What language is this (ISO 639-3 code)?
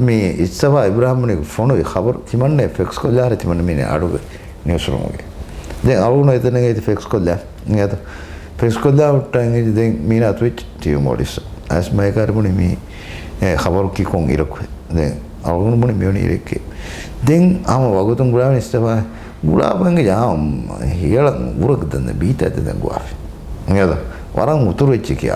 div